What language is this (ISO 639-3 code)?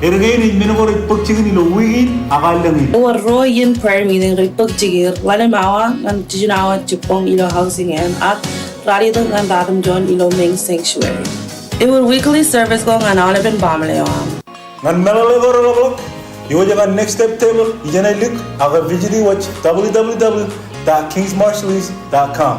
mah